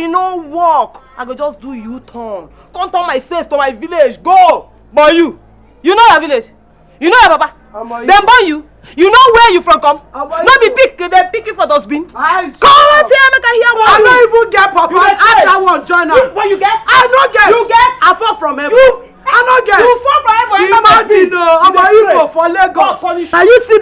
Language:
Nigerian Pidgin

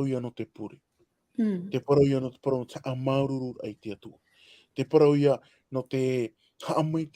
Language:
Tahitian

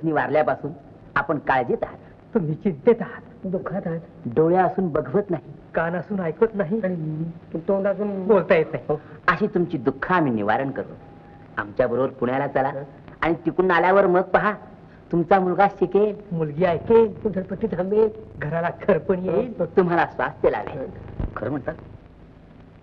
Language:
Marathi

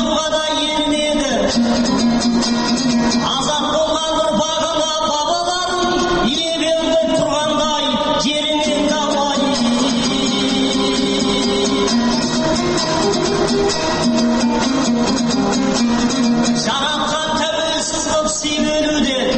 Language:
Kazakh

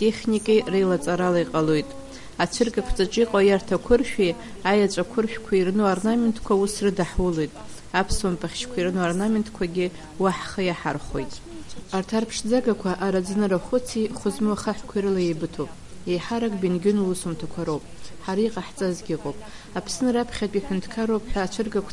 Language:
Abkhazian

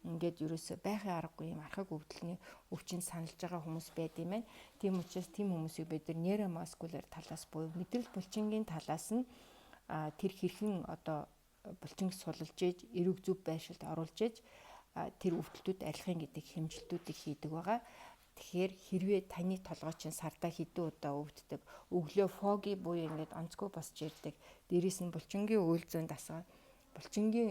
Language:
Mongolian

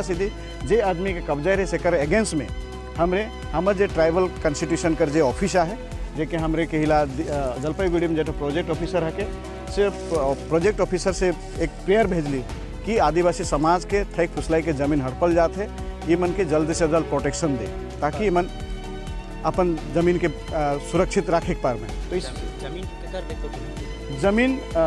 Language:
Sadri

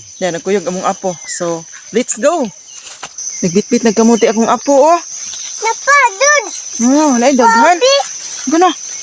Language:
Cebuano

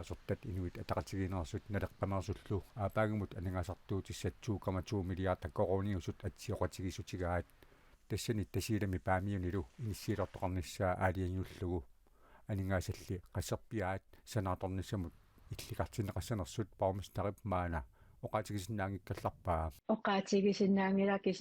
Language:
Kalaallisut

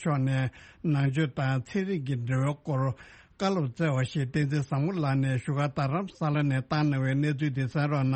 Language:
Tibetan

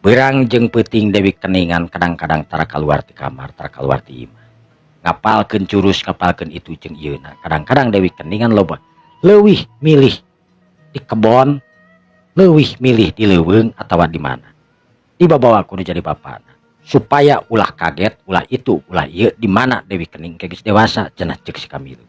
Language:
Sundanese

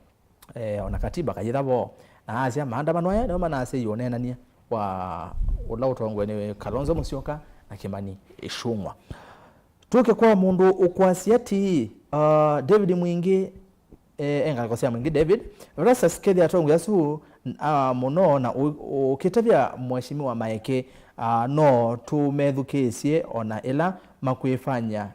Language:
Kamba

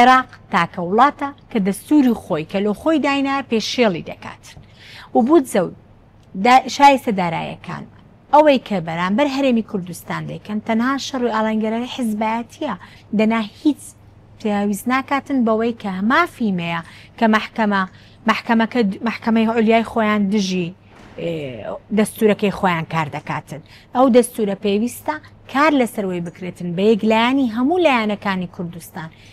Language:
Central Kurdish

